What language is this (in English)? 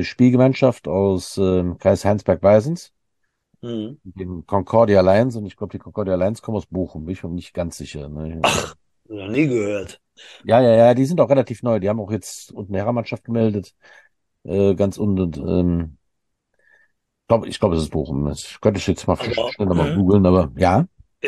German